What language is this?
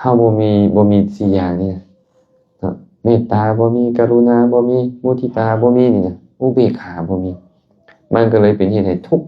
Lao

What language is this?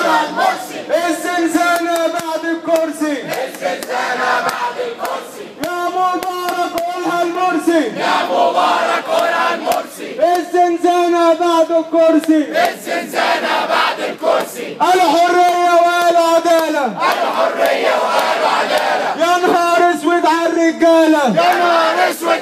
Egyptian Arabic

